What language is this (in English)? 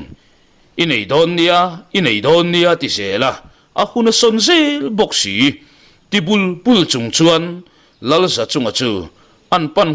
Mizo